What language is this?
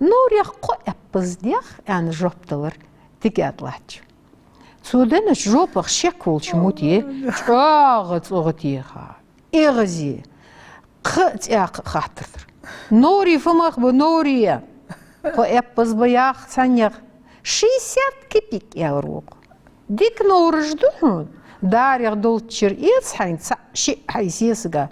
Ingush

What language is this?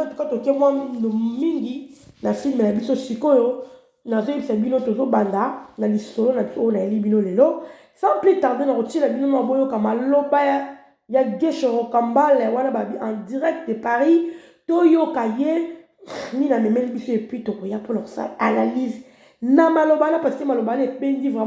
Lingala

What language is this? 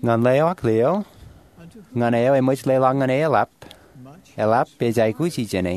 Marshallese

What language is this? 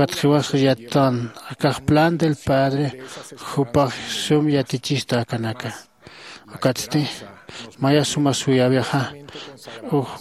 Aymara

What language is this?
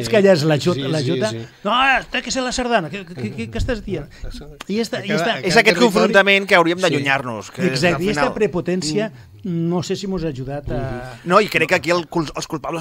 Catalan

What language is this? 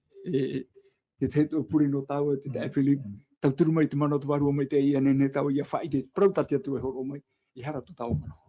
Tahitian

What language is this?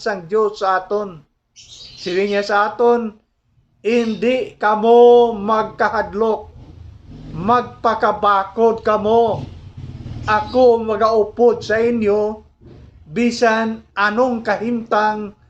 Hiligaynon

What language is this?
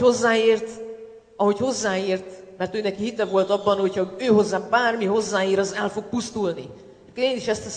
Hungarian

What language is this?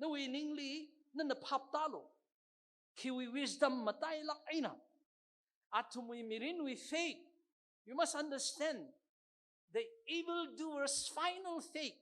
Tangkhul Naga (India)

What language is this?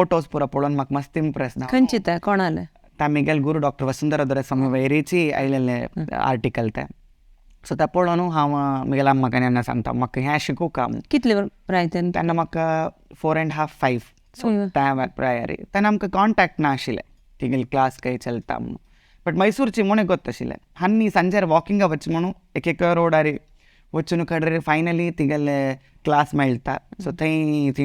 Konkani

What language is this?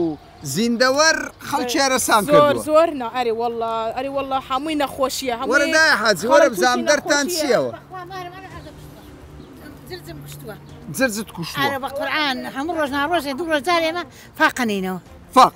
Central Kurdish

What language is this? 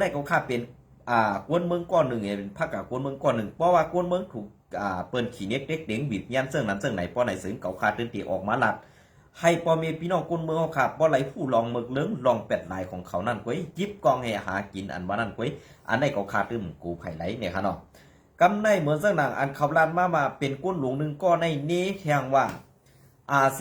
Shan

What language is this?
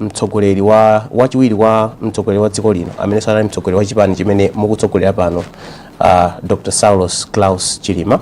Nyanja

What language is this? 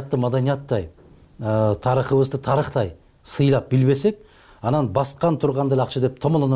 Kyrgyz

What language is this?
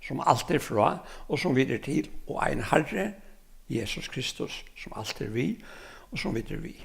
Faroese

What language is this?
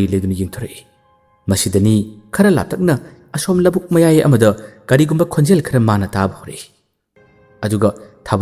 Manipuri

